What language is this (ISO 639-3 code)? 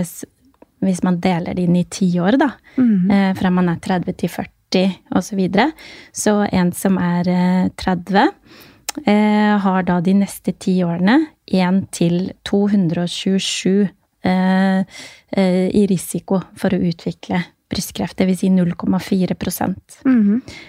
nor